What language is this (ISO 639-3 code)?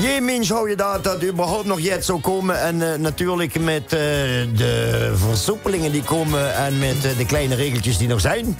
lim